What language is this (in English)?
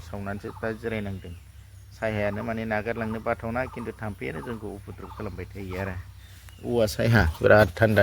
Bodo